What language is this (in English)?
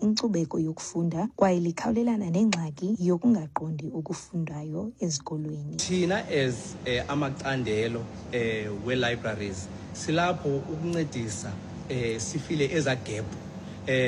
Xhosa